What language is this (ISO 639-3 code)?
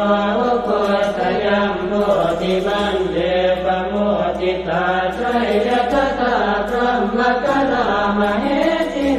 pli